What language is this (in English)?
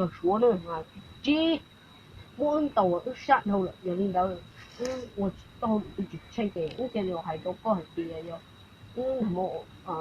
Hmong